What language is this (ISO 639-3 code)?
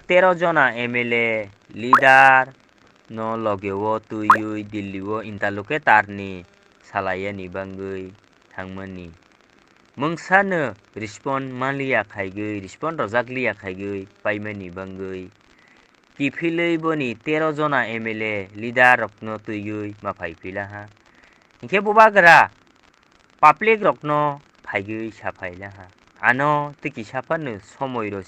trp